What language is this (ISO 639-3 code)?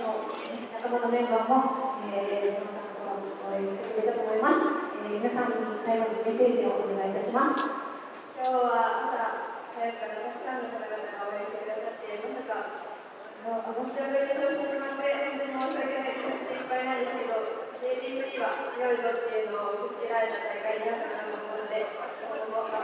jpn